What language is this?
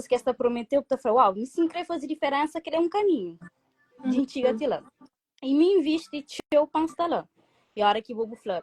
Kabuverdianu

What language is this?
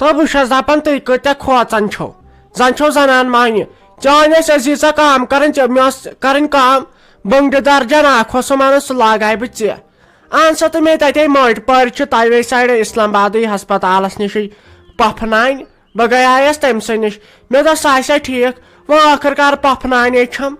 Kashmiri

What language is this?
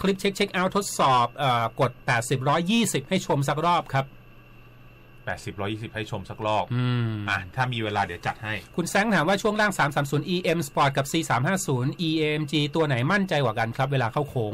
Thai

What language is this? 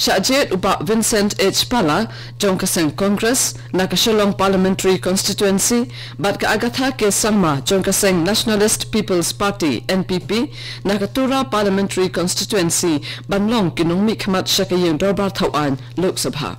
Khasi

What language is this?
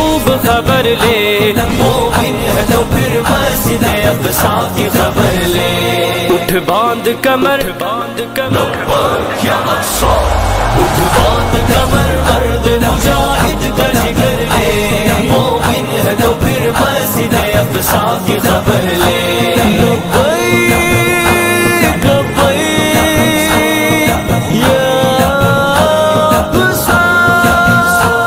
Urdu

